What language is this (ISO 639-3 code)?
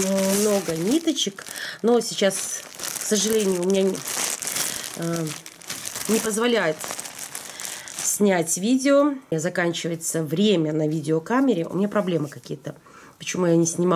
rus